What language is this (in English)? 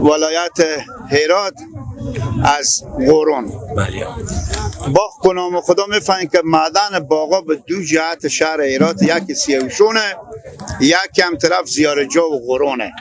Persian